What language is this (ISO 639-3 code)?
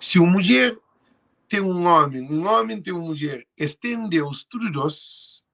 kea